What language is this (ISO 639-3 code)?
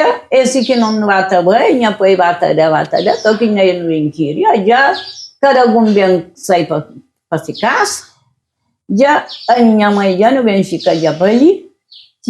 kea